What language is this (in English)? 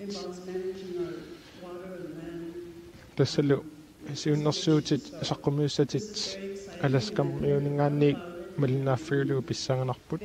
Kalaallisut